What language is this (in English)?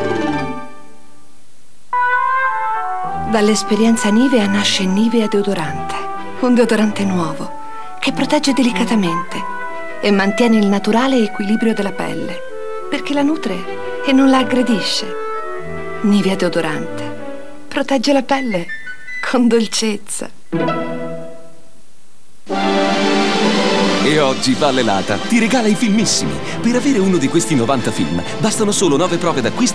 Italian